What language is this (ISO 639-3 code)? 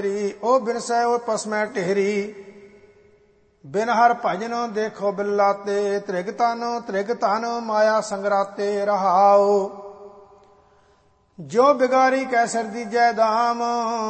pan